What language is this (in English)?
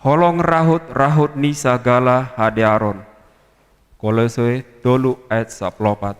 Batak Simalungun